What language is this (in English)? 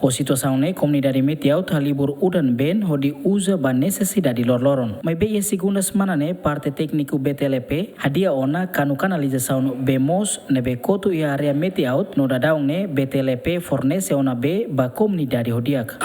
Tetum